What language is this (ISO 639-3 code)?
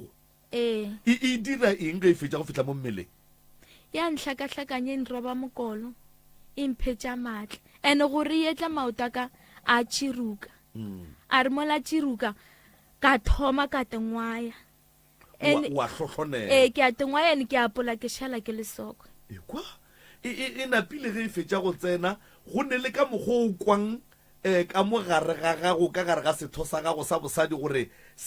nso